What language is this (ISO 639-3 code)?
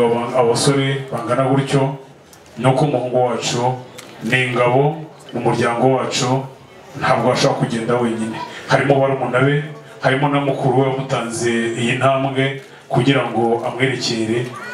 kin